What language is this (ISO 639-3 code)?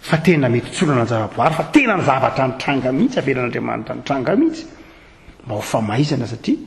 mlg